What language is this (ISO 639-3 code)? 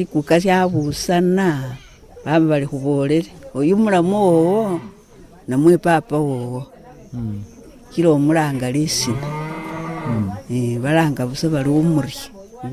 myx